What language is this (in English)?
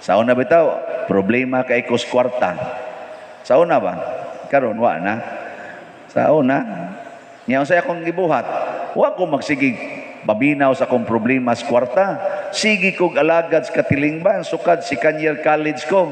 Cebuano